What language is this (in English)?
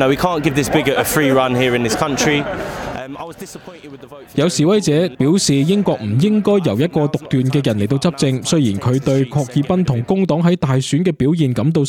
Cantonese